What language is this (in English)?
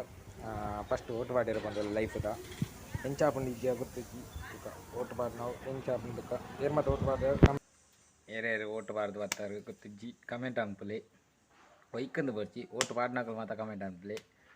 Tulu